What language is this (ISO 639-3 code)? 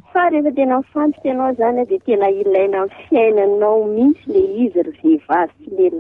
mlg